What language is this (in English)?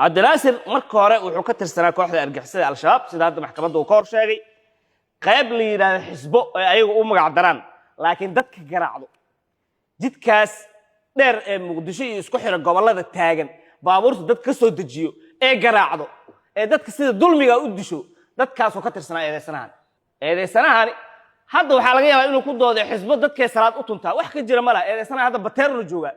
Somali